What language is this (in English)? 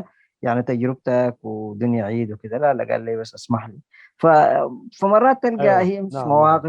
Sudanese Arabic